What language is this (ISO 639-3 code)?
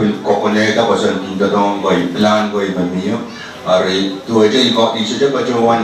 pon